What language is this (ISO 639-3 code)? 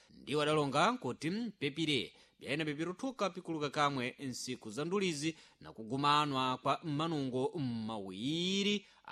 seh